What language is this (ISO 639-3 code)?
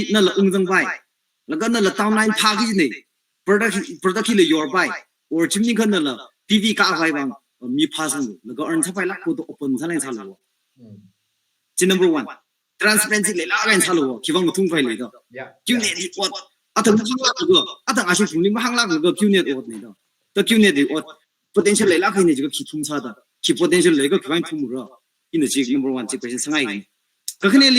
nmf